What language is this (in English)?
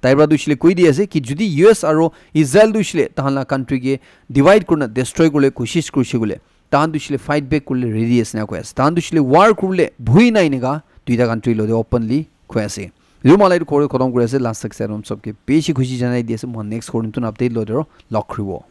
Naga Pidgin